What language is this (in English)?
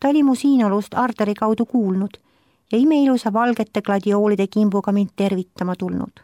Estonian